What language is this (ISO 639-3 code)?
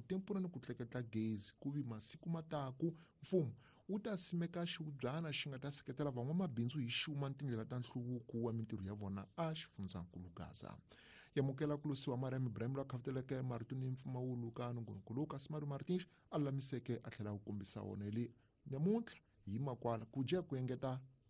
tso